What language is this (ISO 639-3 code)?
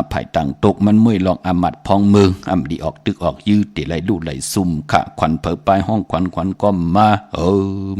shn